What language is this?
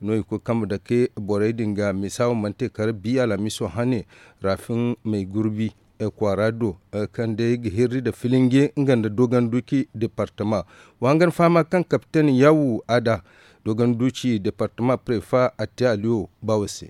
Zarma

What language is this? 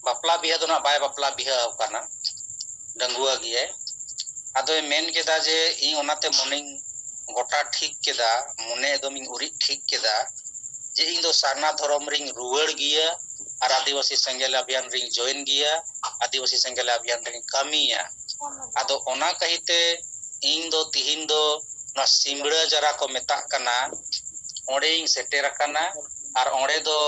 Santali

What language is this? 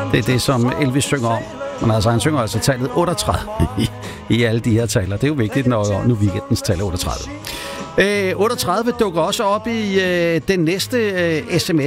Danish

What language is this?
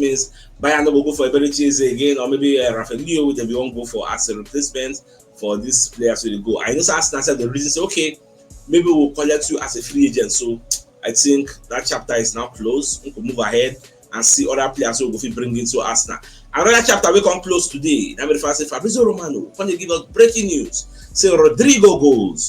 Nigerian Pidgin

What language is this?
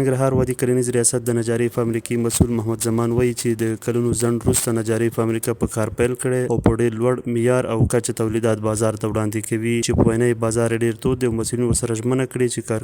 Pashto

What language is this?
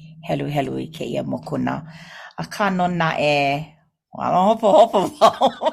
Hawaiian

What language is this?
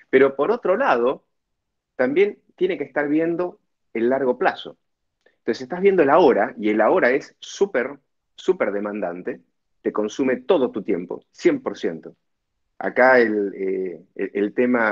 Spanish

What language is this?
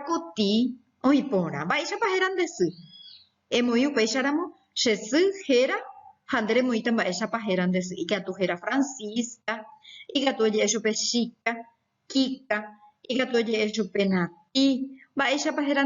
Guarani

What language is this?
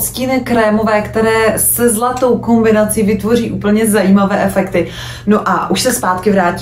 Czech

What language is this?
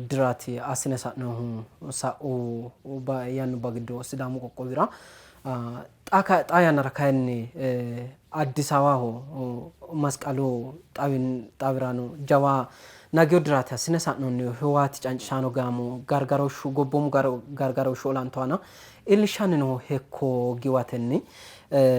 Sidamo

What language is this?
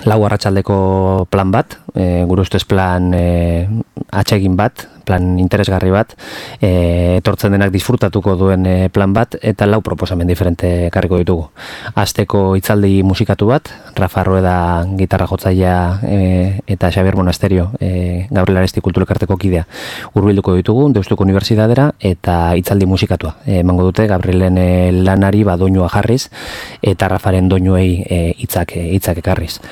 Basque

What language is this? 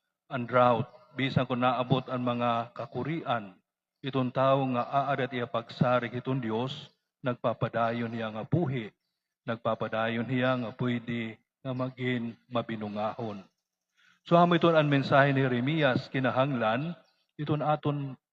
Waray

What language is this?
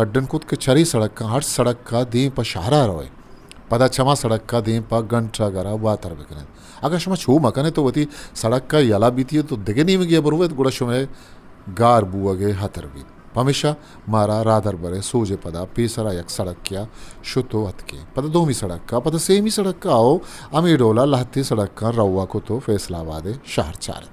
Eastern Balochi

